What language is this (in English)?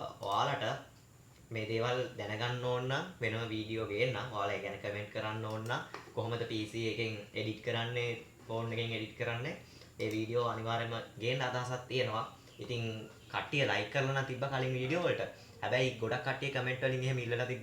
Sinhala